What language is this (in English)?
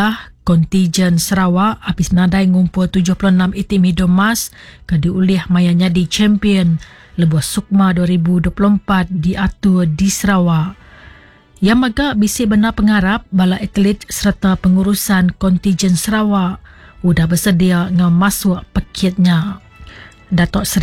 Iban